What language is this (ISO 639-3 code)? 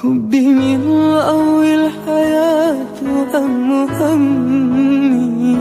mui